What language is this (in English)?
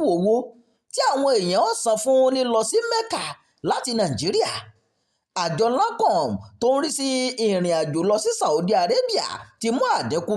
Yoruba